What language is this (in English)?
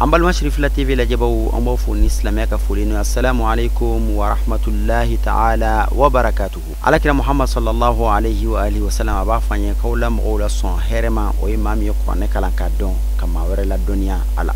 Bambara